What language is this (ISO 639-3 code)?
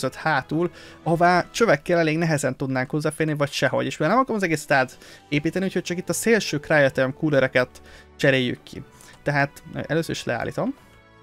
hun